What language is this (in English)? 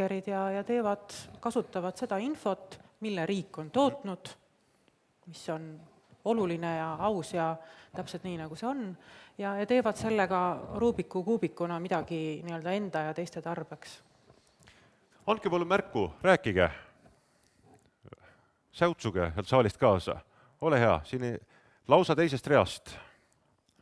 Estonian